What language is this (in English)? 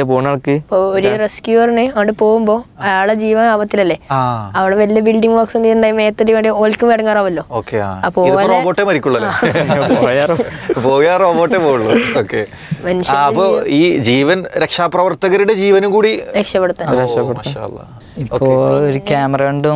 Malayalam